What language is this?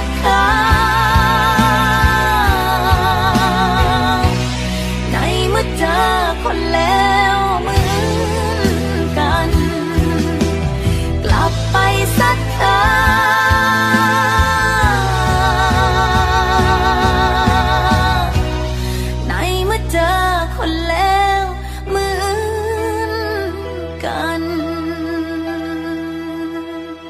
Thai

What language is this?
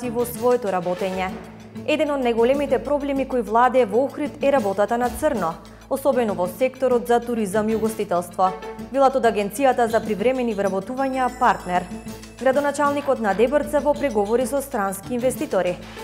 Macedonian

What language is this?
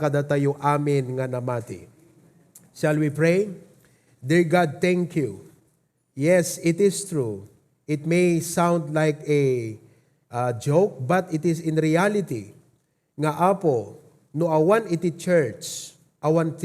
Iloko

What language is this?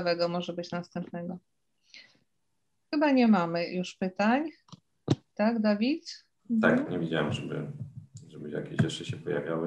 Polish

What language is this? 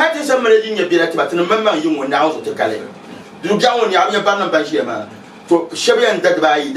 Dagbani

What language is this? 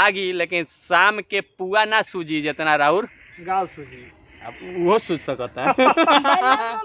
Bhojpuri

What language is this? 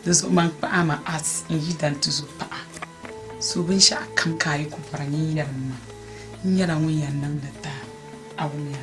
Dagbani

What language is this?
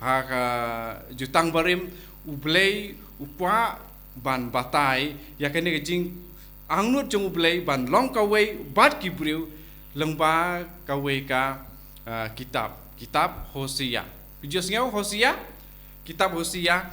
Khasi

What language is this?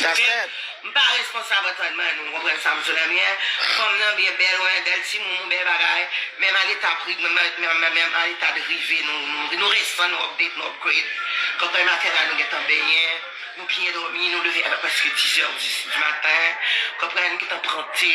Haitian Creole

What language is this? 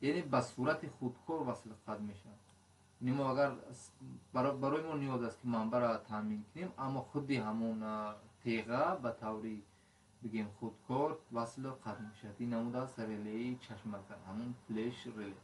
Tajik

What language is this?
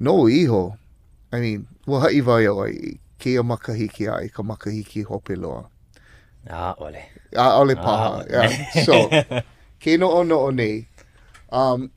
Hawaiian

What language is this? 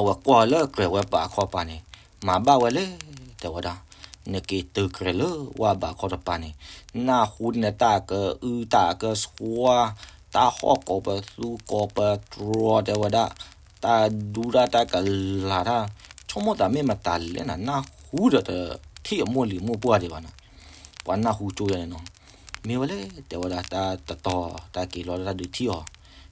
S'gaw Karen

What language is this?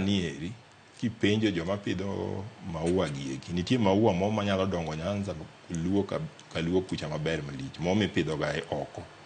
Luo (Kenya and Tanzania)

